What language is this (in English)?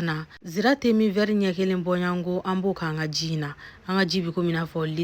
Bambara